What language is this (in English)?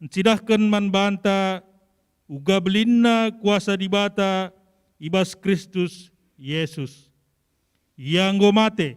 Batak Karo